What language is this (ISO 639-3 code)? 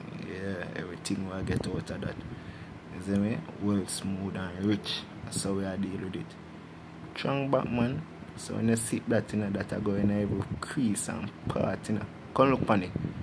jam